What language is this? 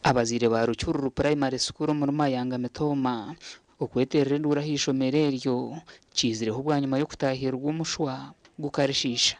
Nyankole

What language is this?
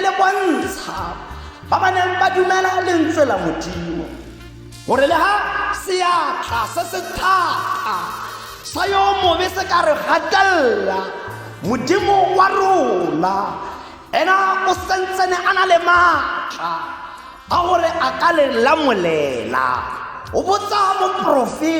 Tswana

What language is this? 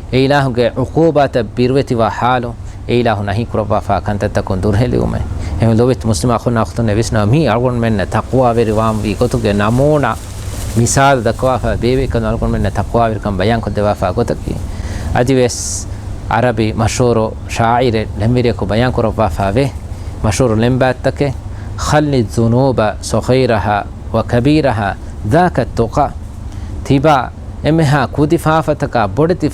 Divehi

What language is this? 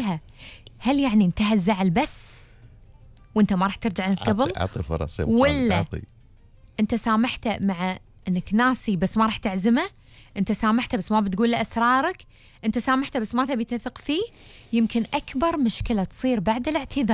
Gulf Arabic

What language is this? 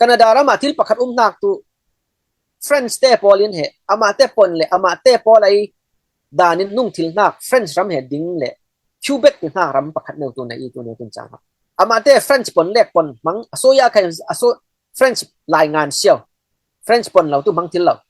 Falam Chin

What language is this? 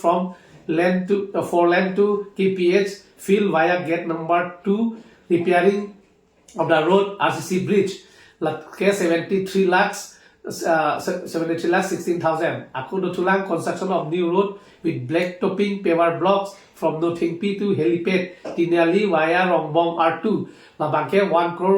Karbi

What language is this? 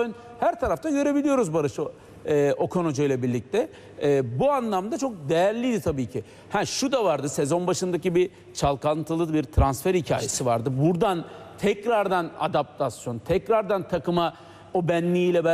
Turkish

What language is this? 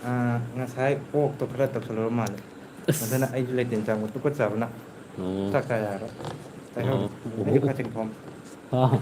Manipuri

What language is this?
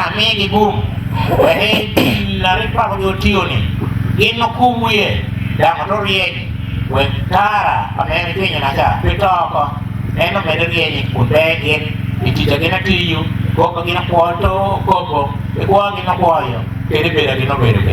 Acoli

